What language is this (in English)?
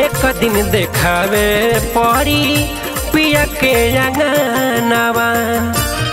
Bhojpuri